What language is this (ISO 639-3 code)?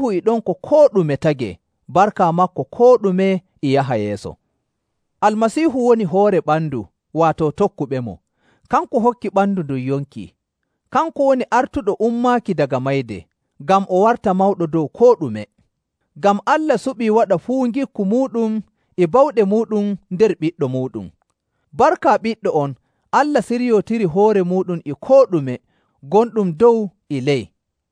fuv